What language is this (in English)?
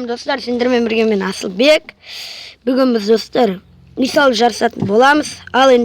Kazakh